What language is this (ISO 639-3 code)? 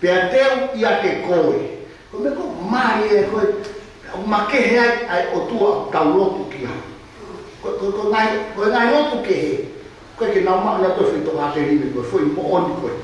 ton